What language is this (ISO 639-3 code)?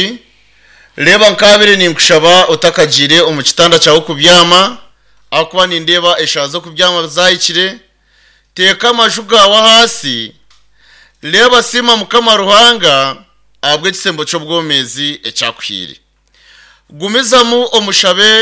nyn